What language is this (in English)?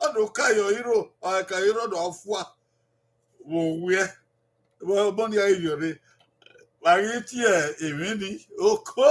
Bini